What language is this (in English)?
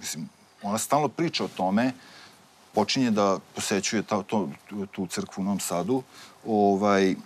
Serbian